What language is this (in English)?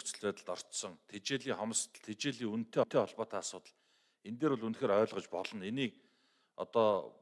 Mongolian